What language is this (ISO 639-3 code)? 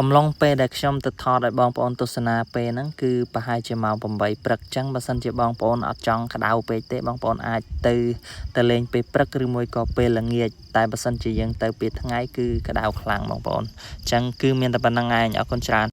khm